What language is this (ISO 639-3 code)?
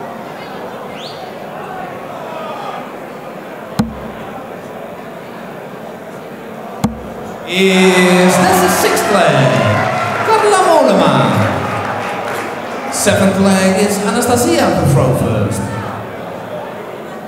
eng